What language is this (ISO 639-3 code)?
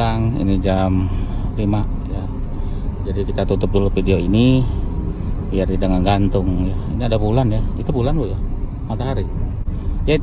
ind